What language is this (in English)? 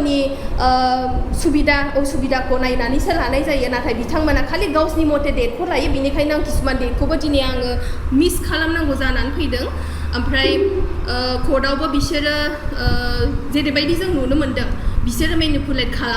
Bodo